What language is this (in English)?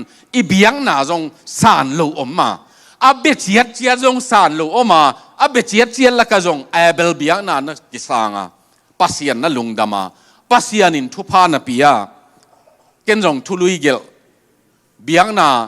Tedim Chin